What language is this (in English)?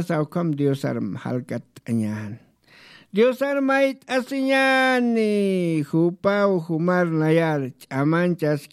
Aymara